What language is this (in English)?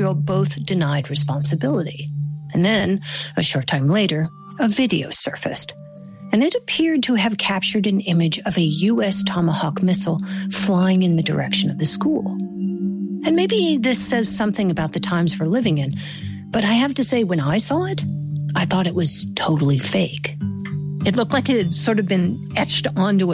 English